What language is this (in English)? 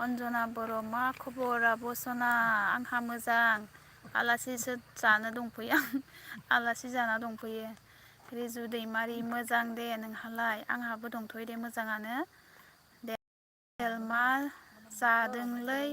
Bodo